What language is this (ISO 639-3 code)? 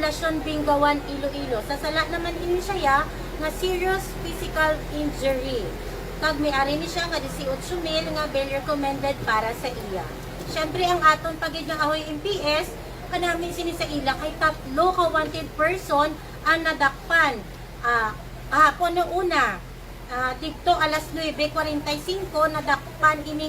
hil